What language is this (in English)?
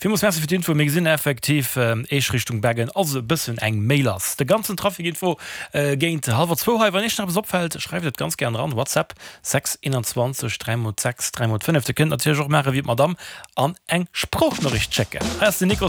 Luxembourgish